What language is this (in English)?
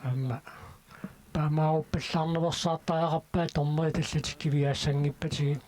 Kalaallisut